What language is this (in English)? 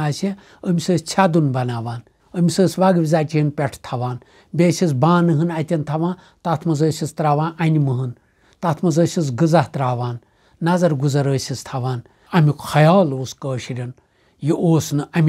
Kashmiri